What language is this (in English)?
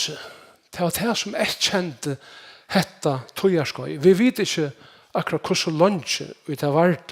Faroese